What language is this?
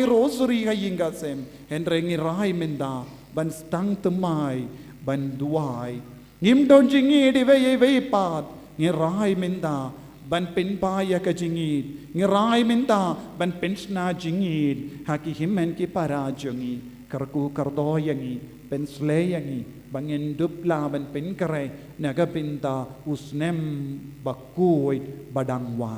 Khasi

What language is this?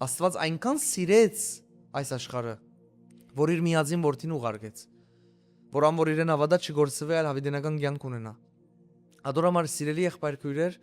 Western Armenian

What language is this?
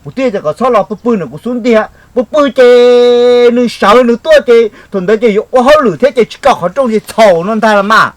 Hmong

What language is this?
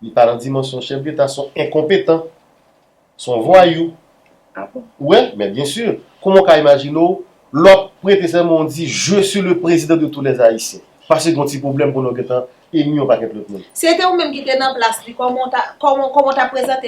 Haitian Creole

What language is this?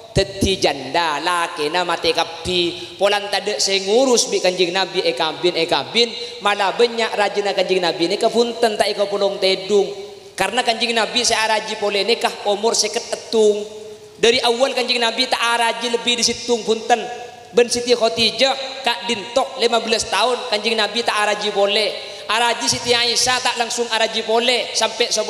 Madurese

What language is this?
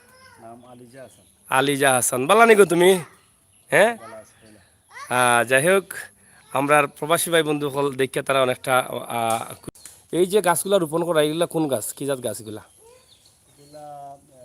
Sylheti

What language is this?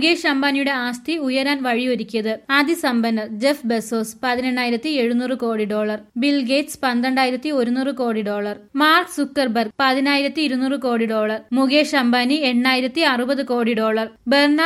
Malayalam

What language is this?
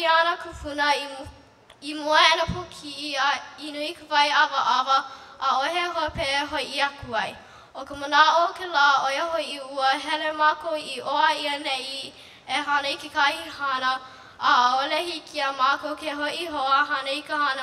Hawaiian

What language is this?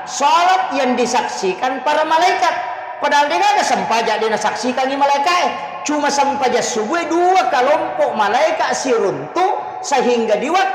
Buginese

